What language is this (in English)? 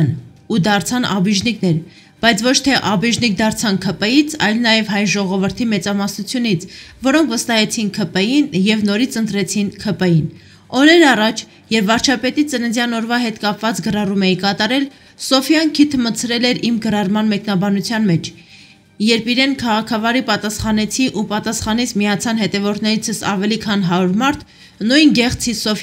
Armenian